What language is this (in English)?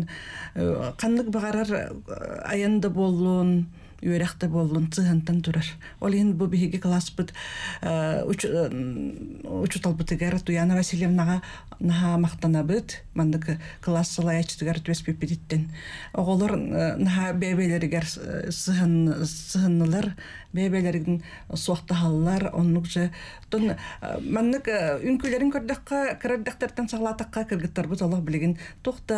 Yakut